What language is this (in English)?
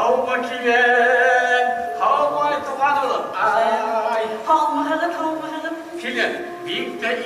Bashkir